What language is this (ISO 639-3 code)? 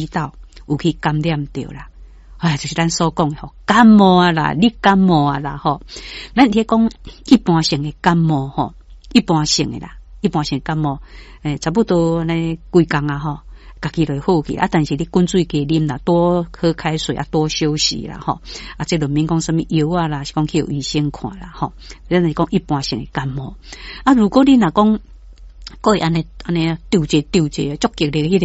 nan